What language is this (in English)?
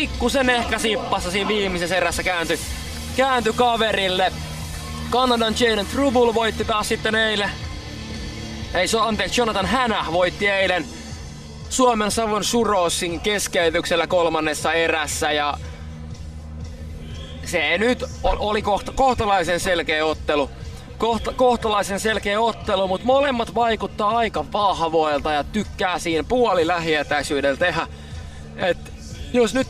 Finnish